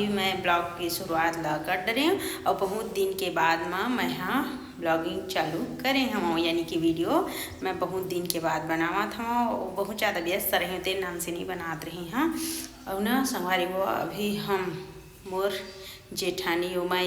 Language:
Chhattisgarhi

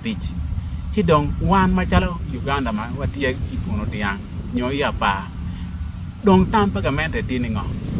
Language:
Acoli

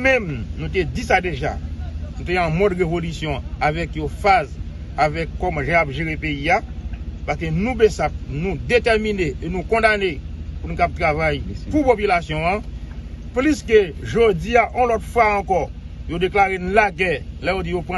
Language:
Haitian Creole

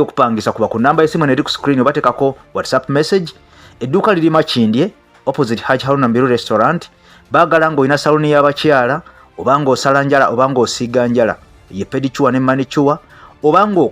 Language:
Ganda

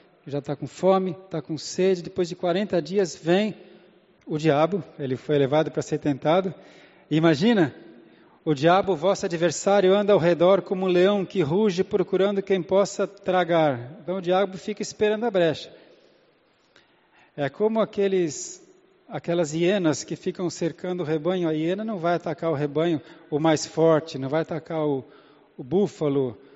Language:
Portuguese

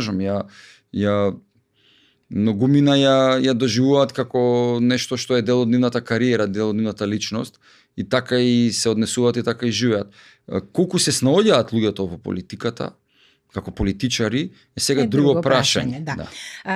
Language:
Macedonian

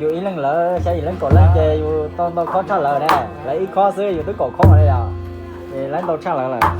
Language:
Hmong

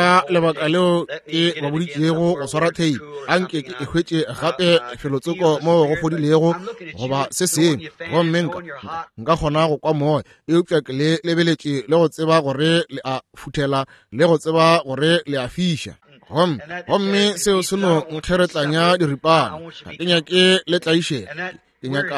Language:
Northern Sotho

